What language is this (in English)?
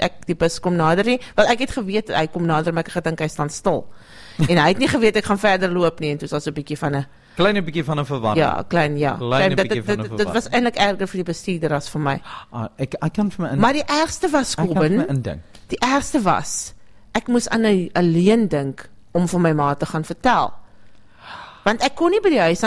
Afrikaans